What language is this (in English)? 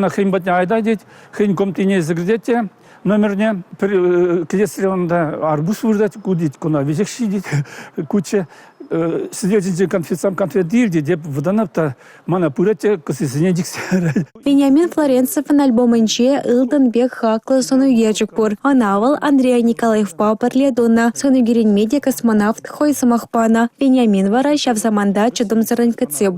Chuvash